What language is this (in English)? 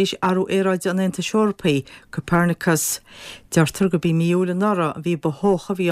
Irish